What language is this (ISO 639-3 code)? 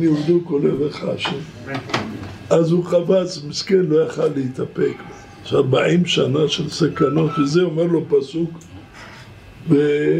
heb